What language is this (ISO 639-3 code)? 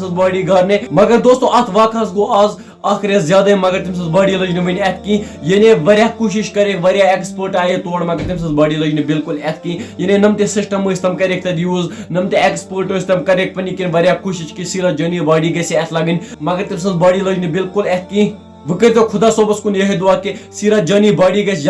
kas